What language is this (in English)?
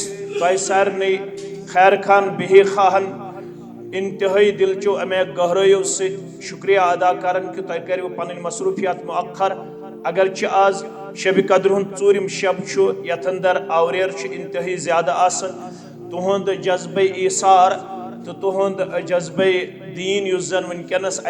Kashmiri